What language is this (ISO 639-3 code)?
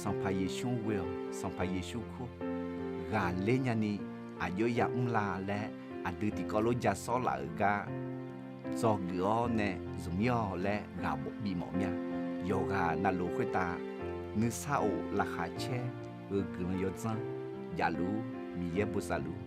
ahk